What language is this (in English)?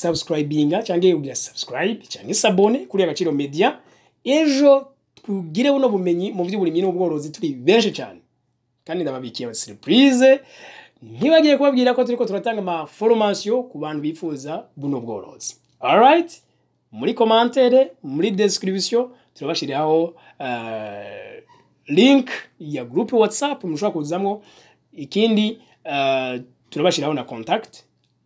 Rundi